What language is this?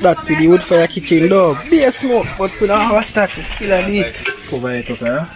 Jamaican Creole English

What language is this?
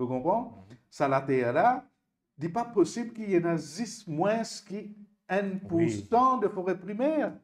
Morisyen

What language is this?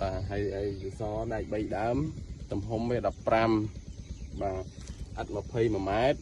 Khmer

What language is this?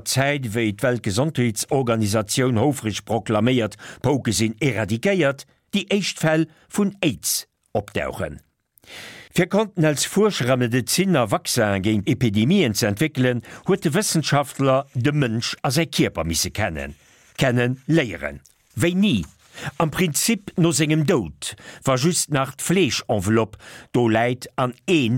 Luxembourgish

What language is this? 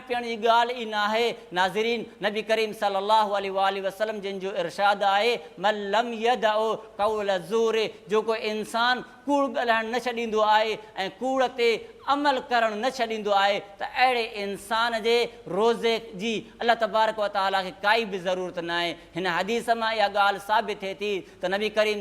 Sindhi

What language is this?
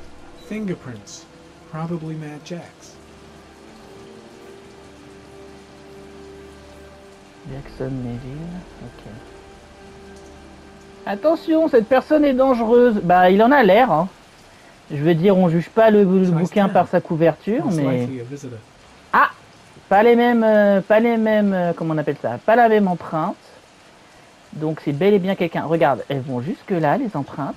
French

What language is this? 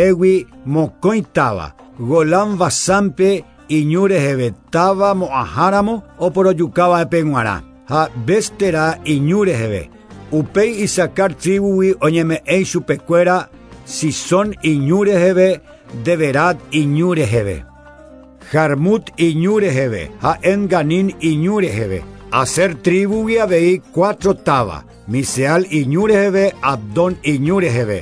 Guarani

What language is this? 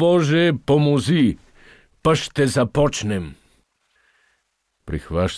Bulgarian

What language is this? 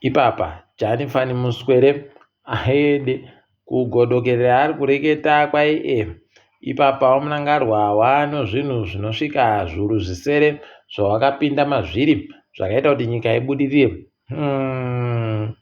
Ndau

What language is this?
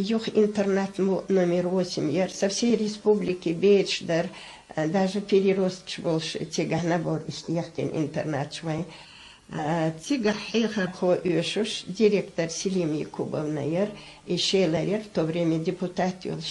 Chechen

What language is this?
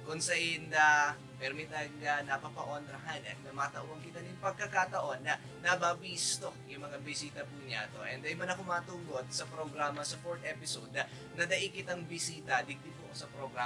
Bikol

